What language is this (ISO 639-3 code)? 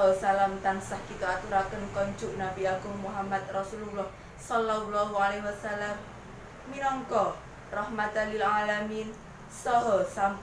jav